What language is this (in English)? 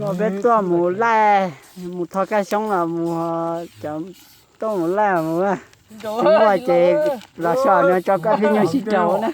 Hmong